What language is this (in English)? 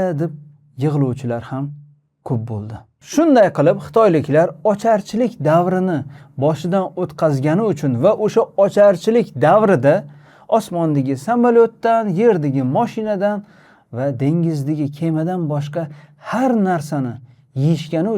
Uzbek